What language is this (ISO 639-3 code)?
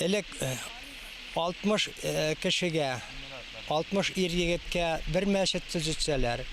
bak